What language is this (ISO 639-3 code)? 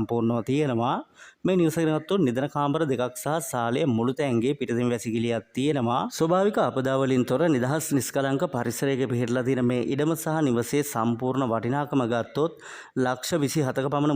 sin